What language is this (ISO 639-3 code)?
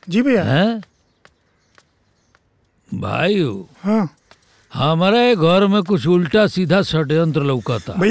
bho